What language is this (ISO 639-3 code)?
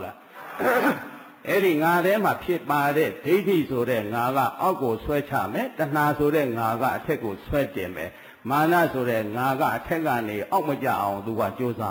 mya